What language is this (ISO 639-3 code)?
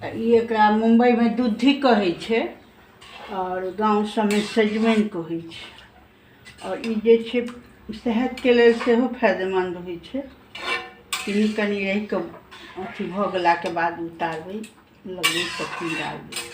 mai